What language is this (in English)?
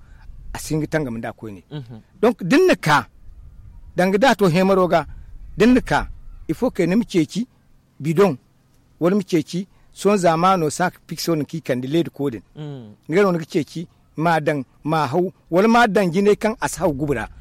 Zarma